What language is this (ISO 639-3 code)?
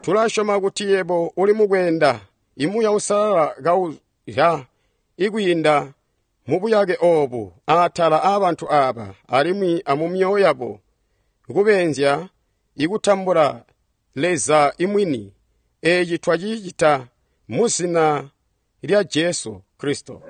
toi